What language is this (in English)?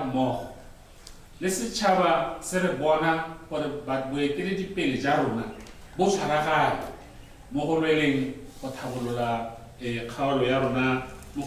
Tswana